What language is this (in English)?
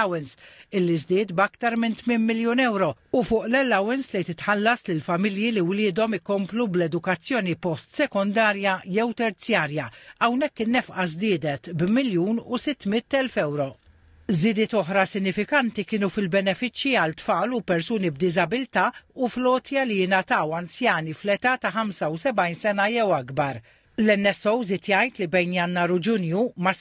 Maltese